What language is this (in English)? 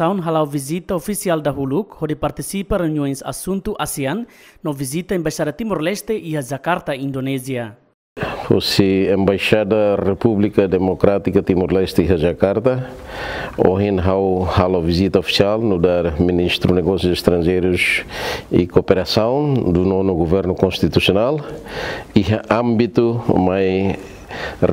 Tetum